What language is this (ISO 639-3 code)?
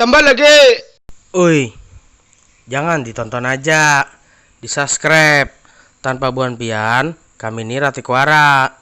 bjn